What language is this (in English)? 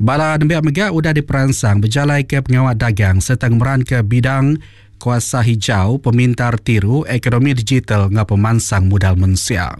Iban